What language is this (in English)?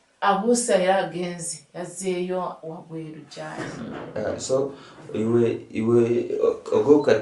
Nyankole